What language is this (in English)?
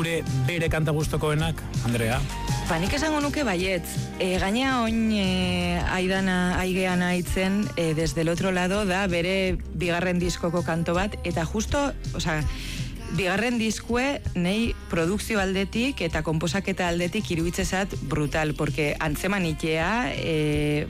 Basque